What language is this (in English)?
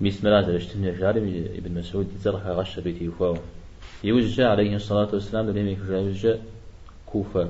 Kabardian